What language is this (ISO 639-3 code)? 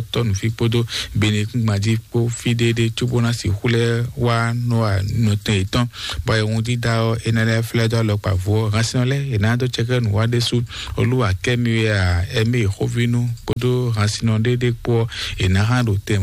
fon